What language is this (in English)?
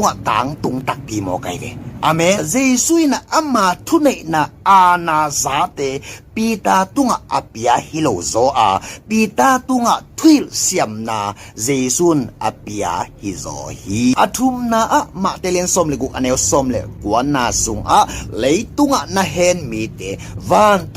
Tedim Chin